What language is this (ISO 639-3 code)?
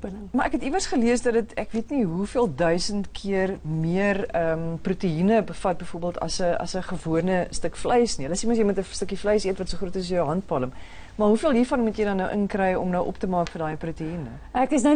afr